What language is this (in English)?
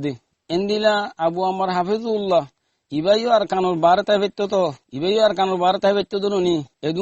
Rohingya